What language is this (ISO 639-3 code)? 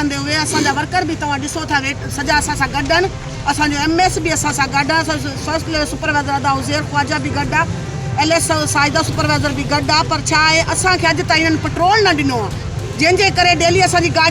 snd